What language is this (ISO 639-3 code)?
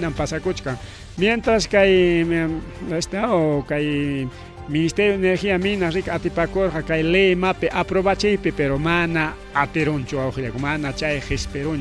quy